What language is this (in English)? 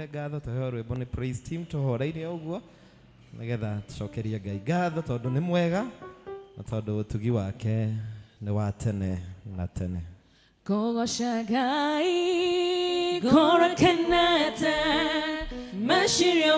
Kikuyu